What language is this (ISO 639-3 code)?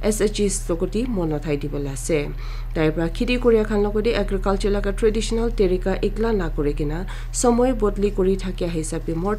nag